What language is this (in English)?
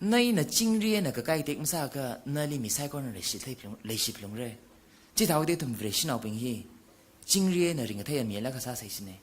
Tangkhul Naga (India)